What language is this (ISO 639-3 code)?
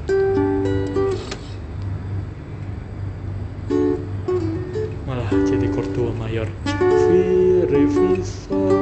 ind